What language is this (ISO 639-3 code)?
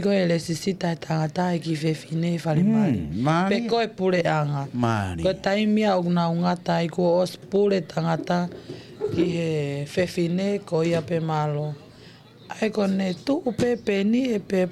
ton